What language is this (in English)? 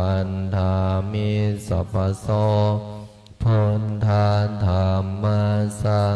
Pali